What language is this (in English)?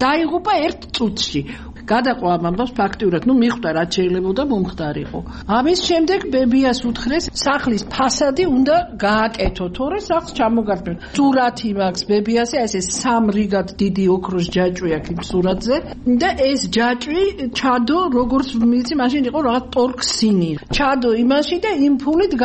Georgian